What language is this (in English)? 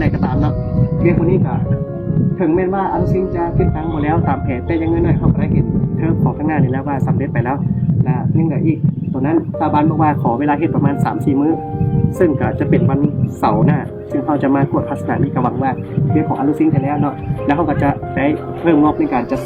Lao